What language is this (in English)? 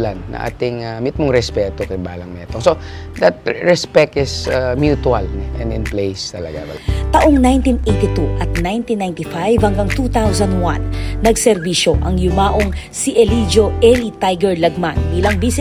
Pampanga